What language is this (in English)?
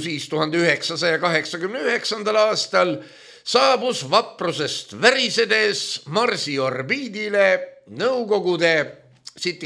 Estonian